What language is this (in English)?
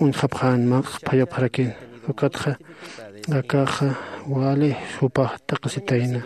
Aymara